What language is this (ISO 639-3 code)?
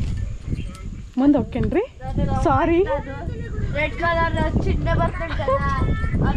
kan